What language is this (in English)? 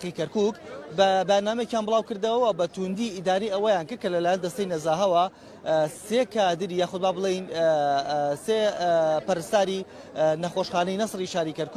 Central Kurdish